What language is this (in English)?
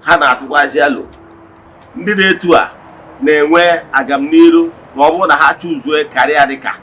Igbo